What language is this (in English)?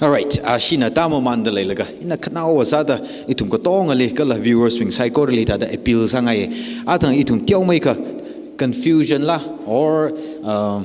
Tangkhul Naga (India)